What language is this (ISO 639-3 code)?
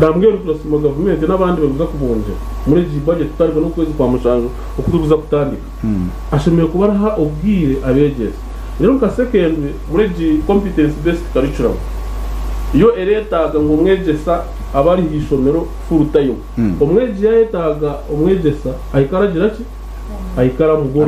nyn